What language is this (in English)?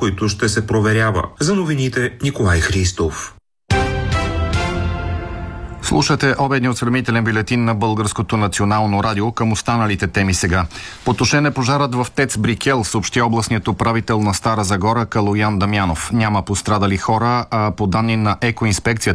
Bulgarian